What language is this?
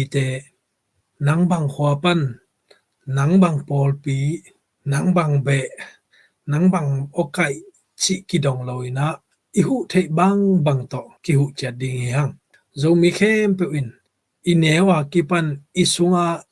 Tedim Chin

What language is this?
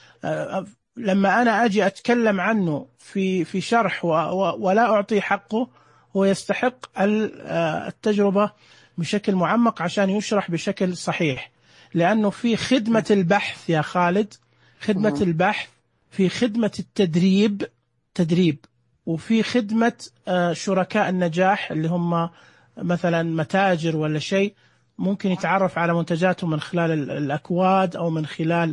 Najdi Arabic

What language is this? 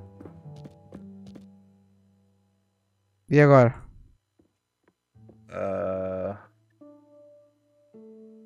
Portuguese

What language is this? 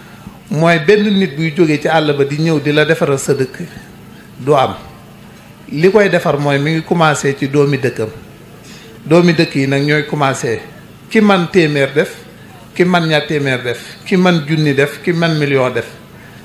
Wolof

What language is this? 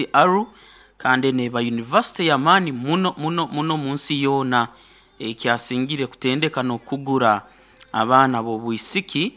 Nyoro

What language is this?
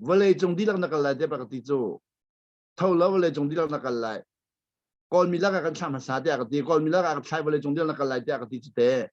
Hakha Chin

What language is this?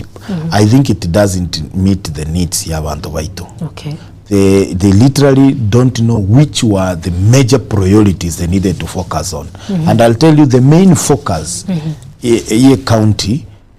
Gusii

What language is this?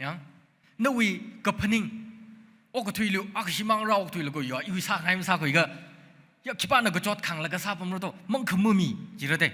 Tangkhul Naga (India)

